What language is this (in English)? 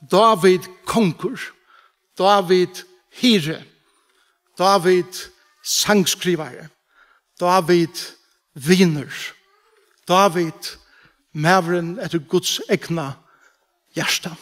Faroese